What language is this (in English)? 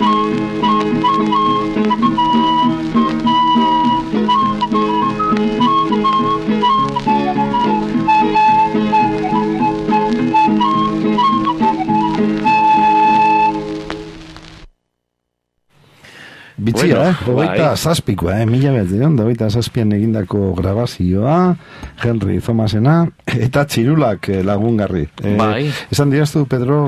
Basque